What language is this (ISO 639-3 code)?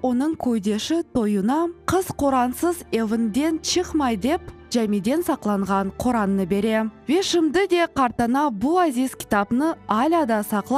crh